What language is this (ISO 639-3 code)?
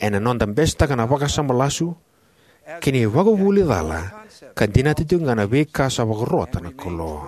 fij